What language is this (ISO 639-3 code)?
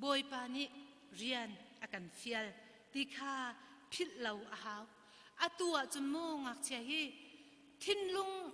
cnh